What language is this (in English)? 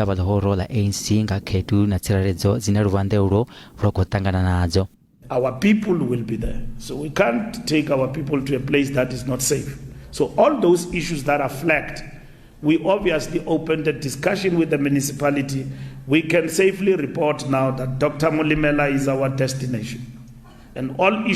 Venda